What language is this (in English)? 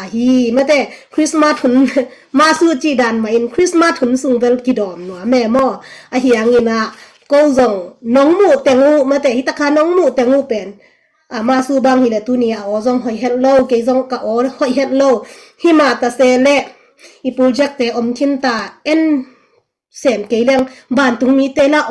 Tedim Chin